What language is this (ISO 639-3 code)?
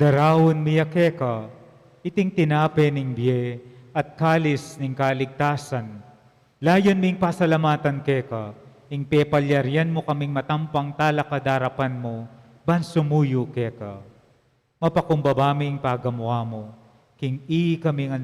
pam